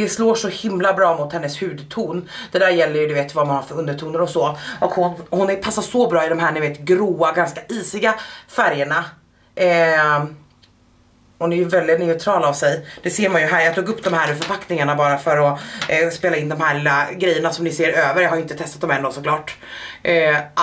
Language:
Swedish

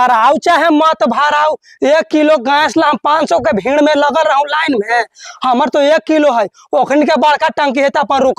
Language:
Magahi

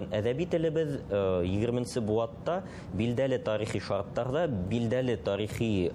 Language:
Bashkir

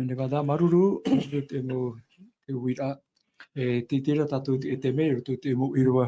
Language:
Tahitian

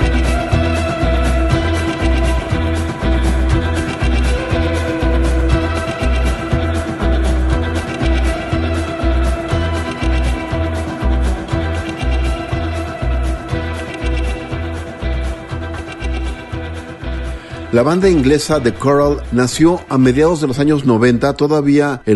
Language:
Spanish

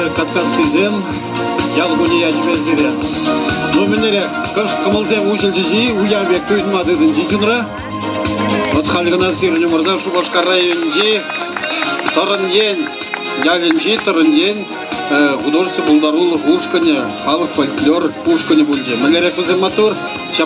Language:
Chuvash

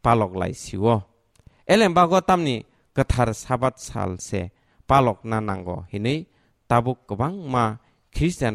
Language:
Kok Borok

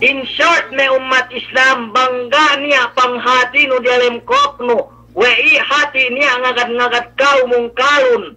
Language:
Yakan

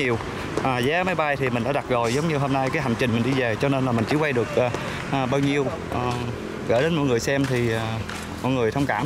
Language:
Vietnamese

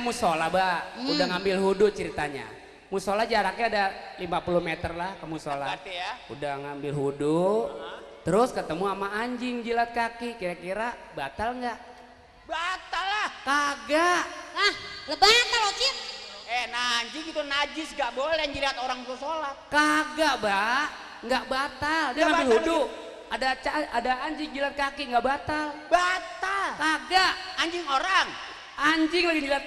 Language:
Betawi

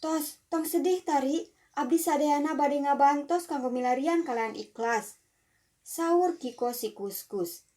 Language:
Sundanese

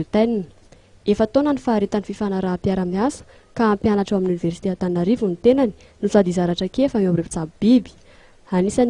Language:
Malagasy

